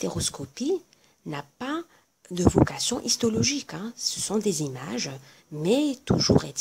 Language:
French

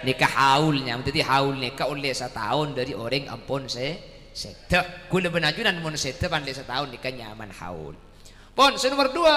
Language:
Madurese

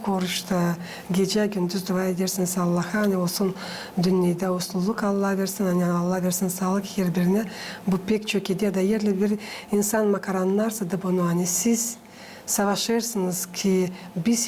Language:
Gagauz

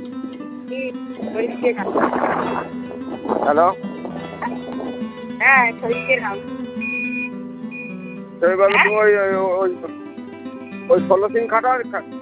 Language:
Bangla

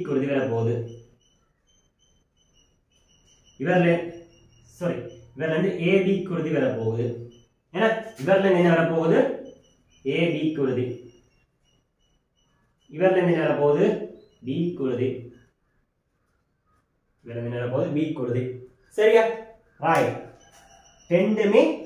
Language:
Tamil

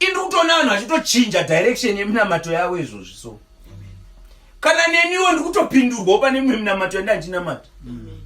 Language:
Shona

